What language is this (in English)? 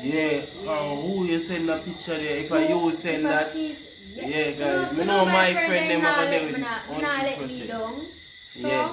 Jamaican Creole English